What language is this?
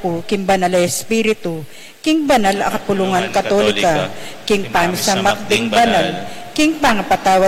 Pampanga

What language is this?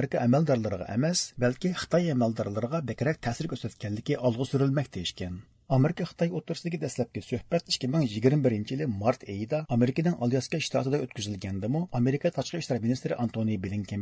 Uyghur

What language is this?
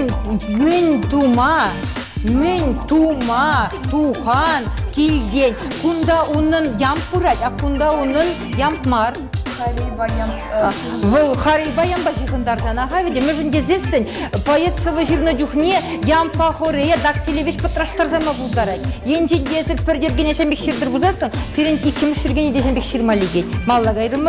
Chuvash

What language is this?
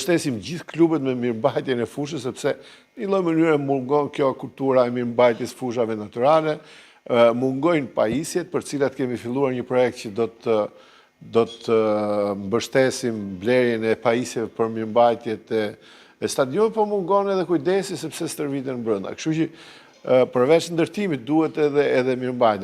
Albanian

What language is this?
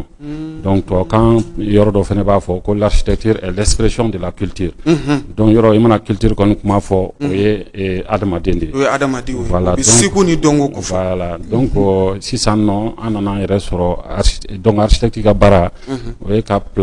Bambara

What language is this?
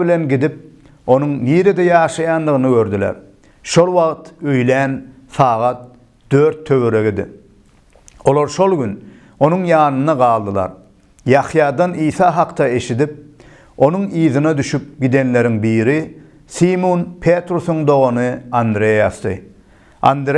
Turkmen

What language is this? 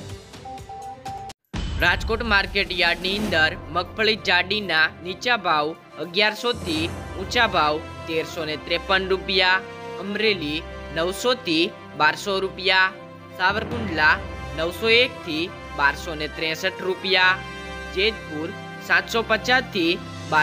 Gujarati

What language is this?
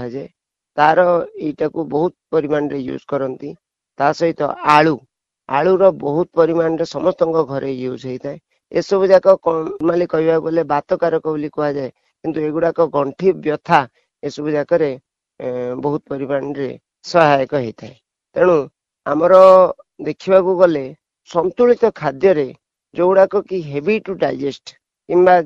Odia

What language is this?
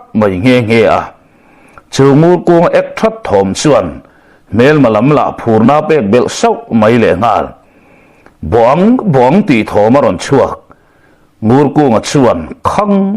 Mizo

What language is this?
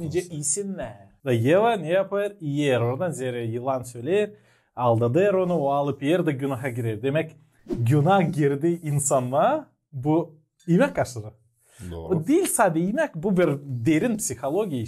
Gagauz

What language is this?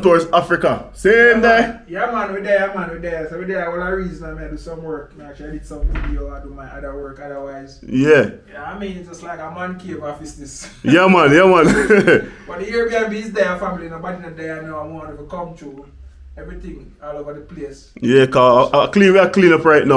Jamaican Creole English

